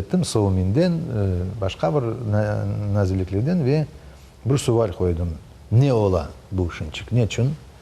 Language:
Crimean Tatar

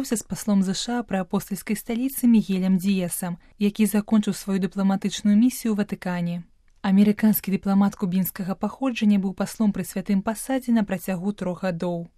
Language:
Belarusian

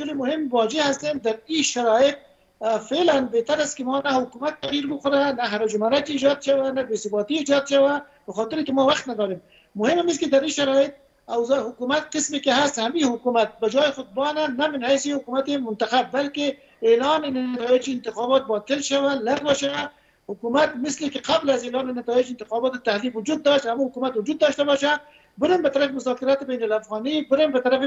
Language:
Persian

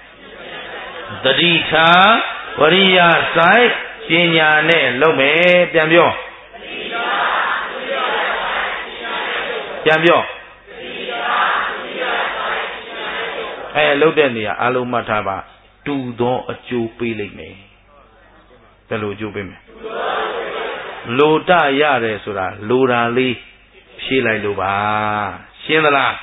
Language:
Burmese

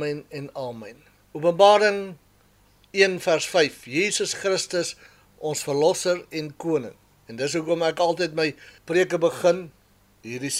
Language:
Afrikaans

